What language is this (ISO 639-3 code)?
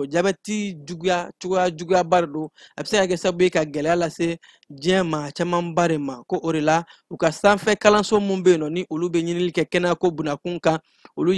bam